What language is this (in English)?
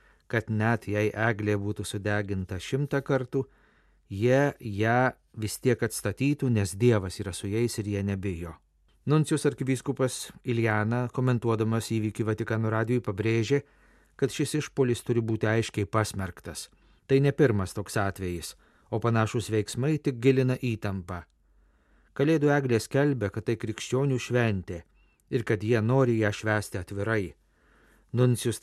Lithuanian